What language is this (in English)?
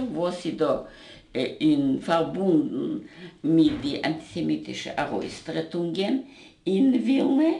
Yiddish